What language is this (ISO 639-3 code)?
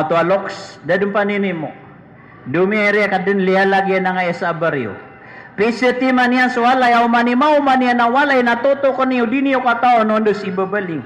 mrw